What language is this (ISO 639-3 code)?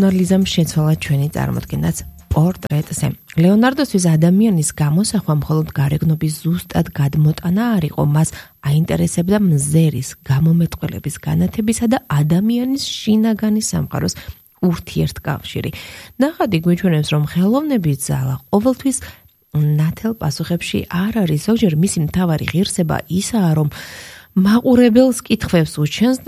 kat